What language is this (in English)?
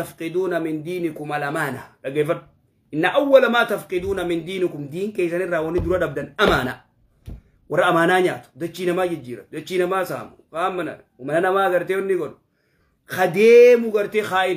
Oromo